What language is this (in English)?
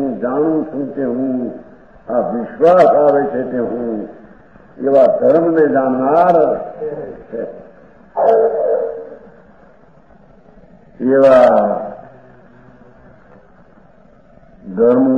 Gujarati